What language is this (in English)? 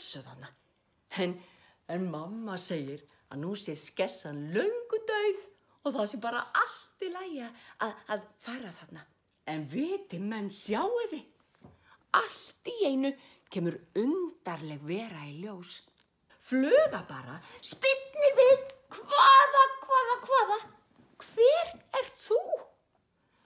Icelandic